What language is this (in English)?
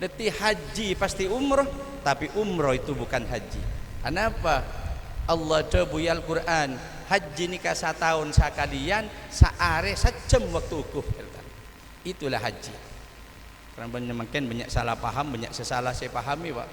Madurese